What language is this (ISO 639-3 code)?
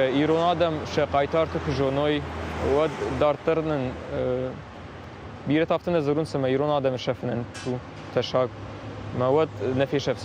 oss